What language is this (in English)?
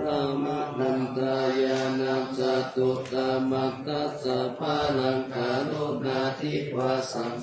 Pali